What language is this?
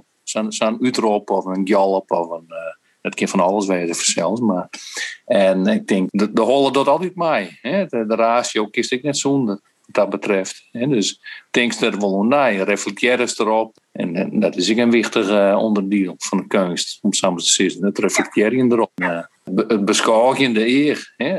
Western Frisian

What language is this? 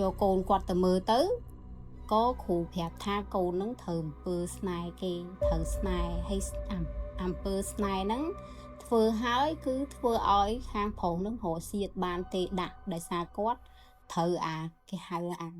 Khmer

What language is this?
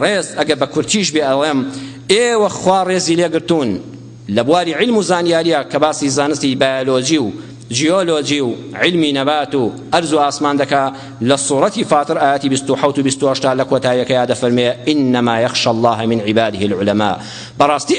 Central Kurdish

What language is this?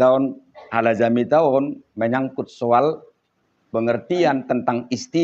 Batak Toba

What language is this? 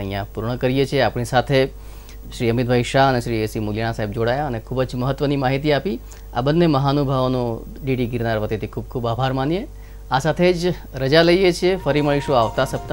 Gujarati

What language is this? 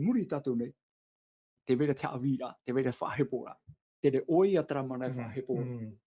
Tahitian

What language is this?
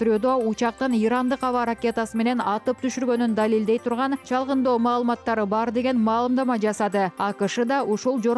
Kyrgyz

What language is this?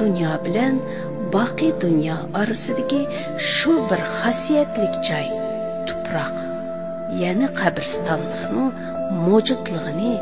Uyghur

